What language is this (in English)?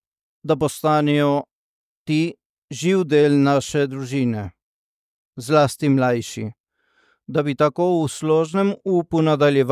Slovenian